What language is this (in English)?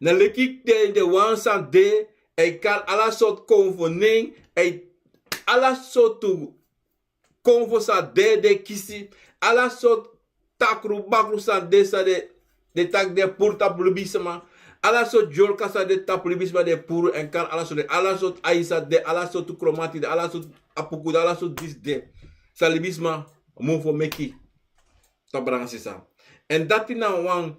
Sranan Tongo